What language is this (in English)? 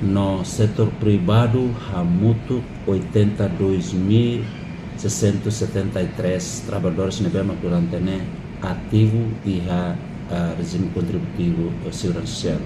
Tetum